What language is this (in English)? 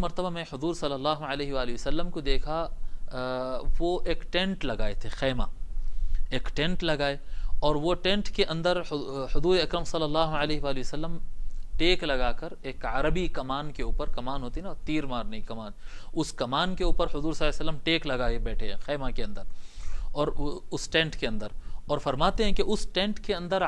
Urdu